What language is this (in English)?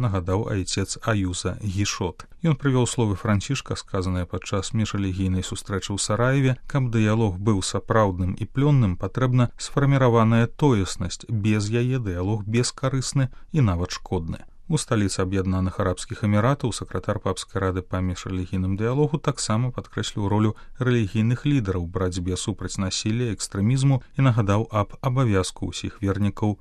Belarusian